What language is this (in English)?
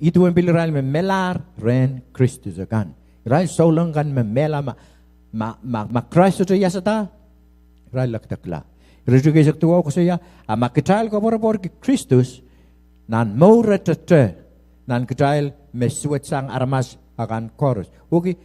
Pohnpeian